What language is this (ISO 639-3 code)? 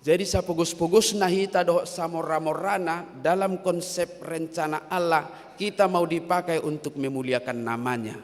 bbc